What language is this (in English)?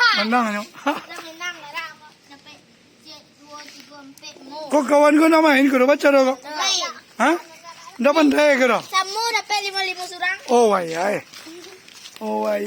Minangkabau